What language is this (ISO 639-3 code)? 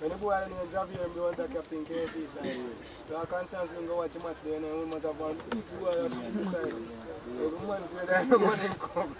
jam